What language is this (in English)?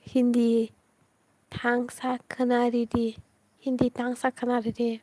Kok Borok